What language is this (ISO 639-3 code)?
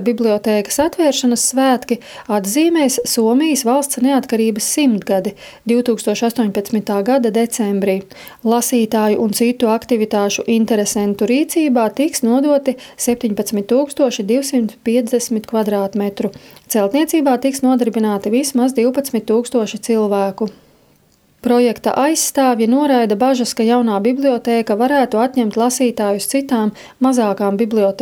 lav